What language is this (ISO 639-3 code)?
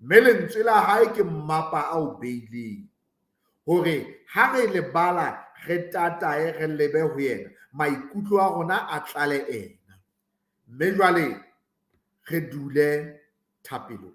sot